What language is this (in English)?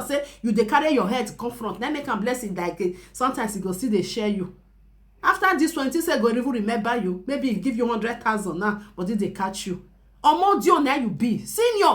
Nigerian Pidgin